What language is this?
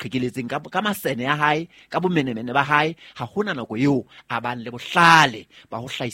Southern Sotho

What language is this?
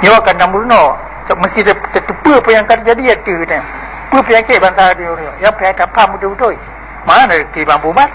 Achinese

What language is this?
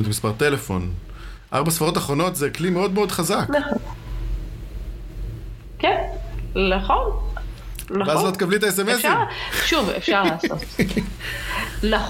Hebrew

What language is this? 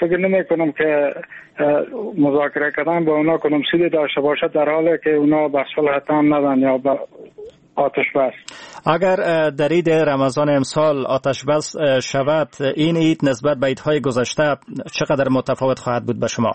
Persian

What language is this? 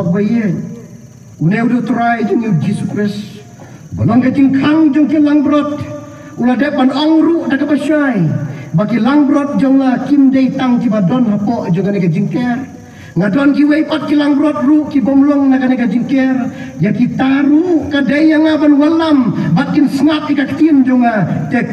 Khasi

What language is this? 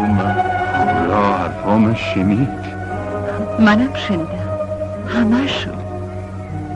Persian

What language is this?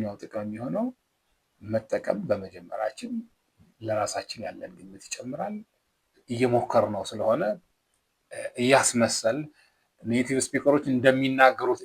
Amharic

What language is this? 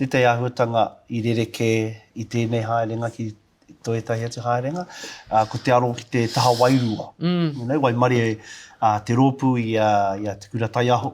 Māori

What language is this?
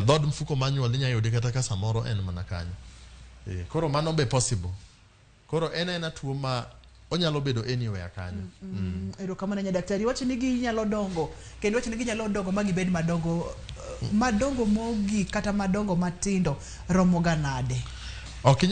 Luo (Kenya and Tanzania)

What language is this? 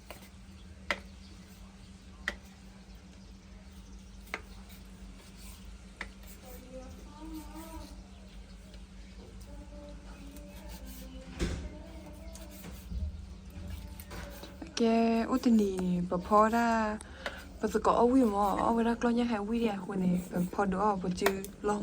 S'gaw Karen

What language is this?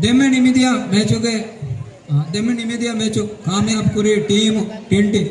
Divehi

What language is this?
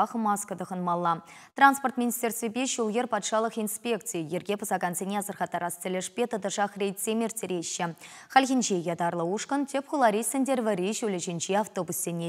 Chuvash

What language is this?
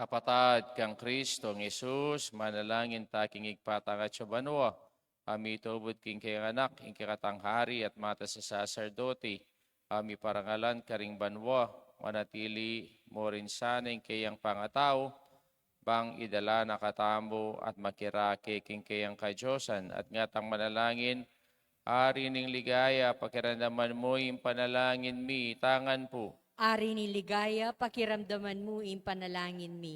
Pampanga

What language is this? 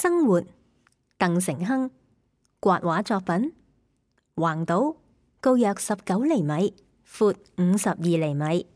Cantonese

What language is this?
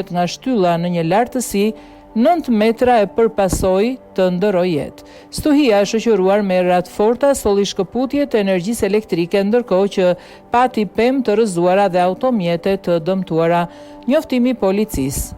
Albanian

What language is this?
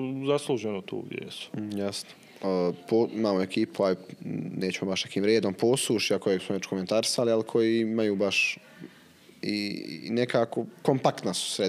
Bosnian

